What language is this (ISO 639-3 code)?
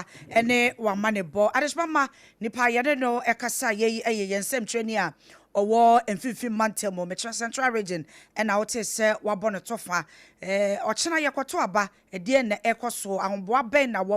aka